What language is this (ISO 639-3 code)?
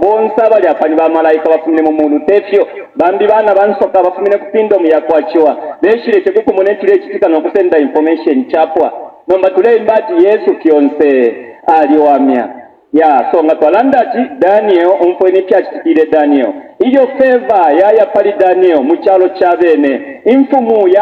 bem